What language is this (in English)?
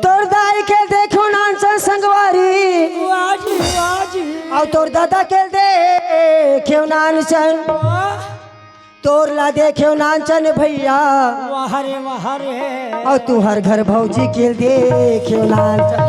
Chhattisgarhi